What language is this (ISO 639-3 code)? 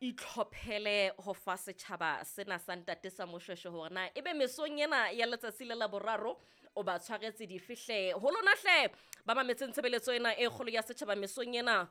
sot